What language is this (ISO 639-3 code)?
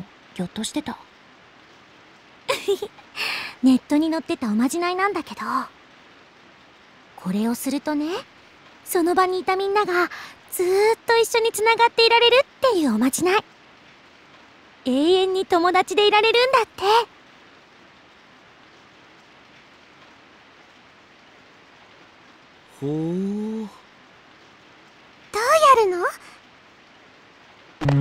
jpn